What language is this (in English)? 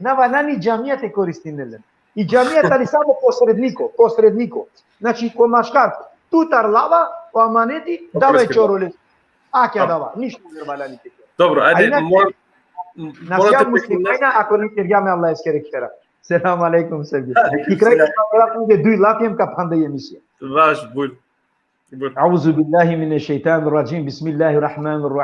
Balkan Romani